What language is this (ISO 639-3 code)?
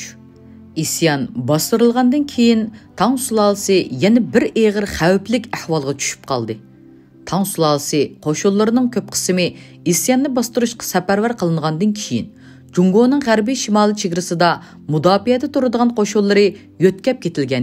uig